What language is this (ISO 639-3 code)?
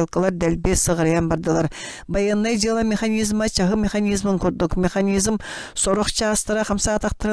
sah